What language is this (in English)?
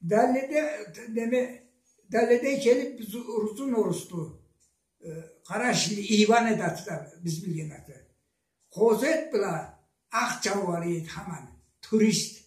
Karachay-Balkar